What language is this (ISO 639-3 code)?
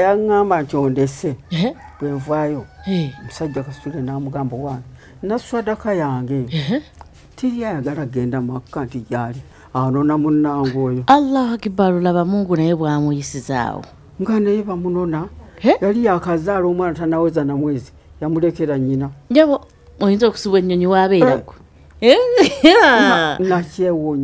lug